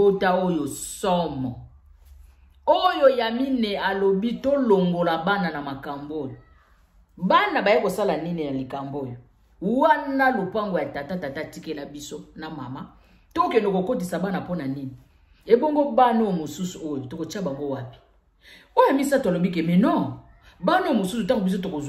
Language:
Lingala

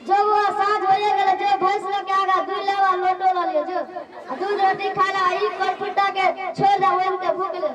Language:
Maithili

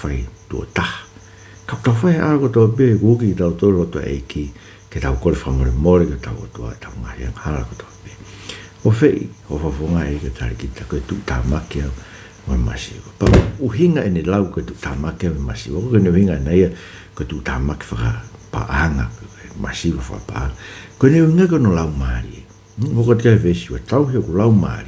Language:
Tongan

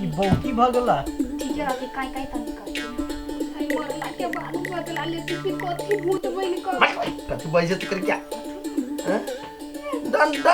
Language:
Maithili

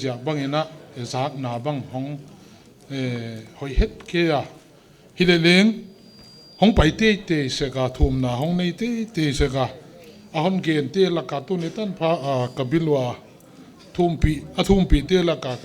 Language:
Paite Chin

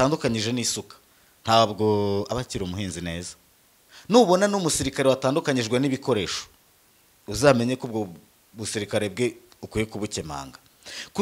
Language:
Kinyarwanda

